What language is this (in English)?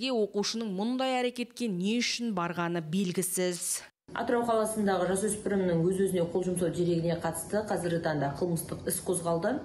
Kazakh